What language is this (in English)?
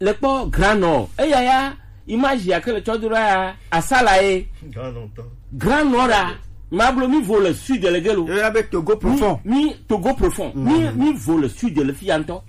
Gen